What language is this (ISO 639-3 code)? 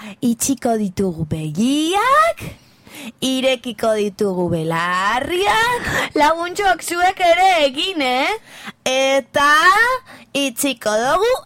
eus